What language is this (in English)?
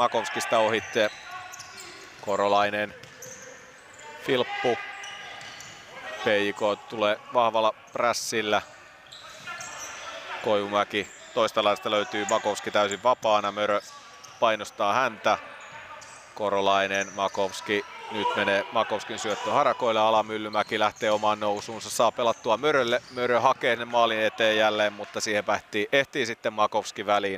Finnish